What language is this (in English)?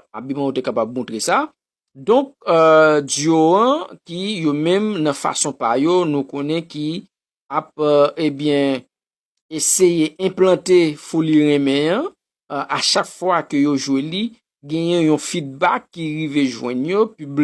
Haitian Creole